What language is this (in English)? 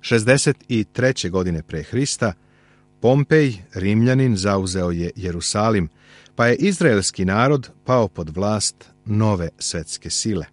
Serbian